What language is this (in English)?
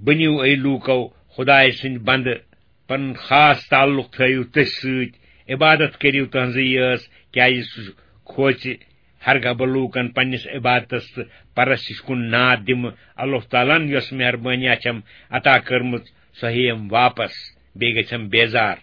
Kashmiri